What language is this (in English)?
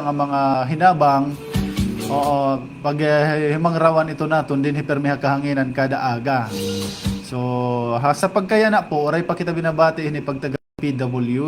Waray